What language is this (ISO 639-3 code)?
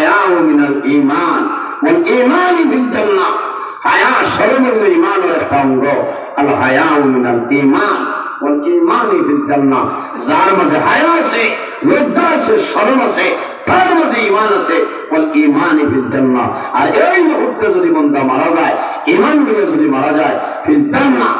syl